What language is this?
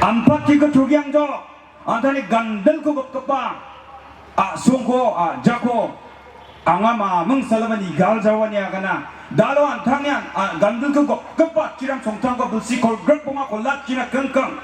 Garo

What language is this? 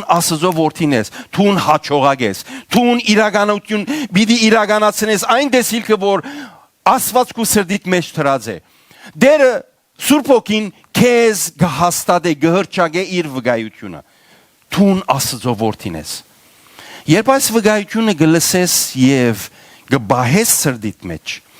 Western Armenian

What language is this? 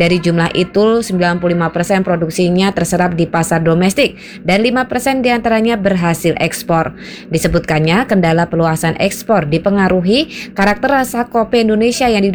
Indonesian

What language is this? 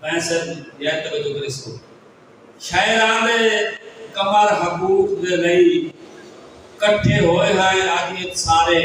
Saraiki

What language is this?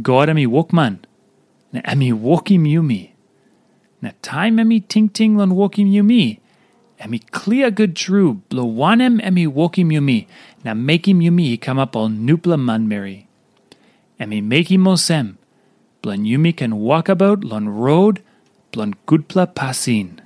Tok Pisin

